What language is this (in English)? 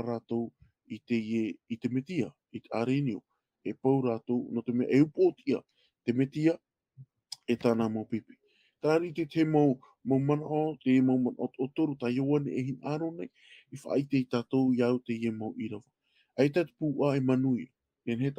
Tahitian